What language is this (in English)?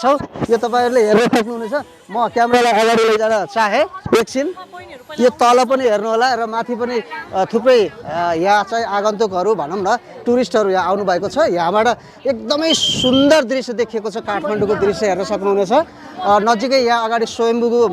Nepali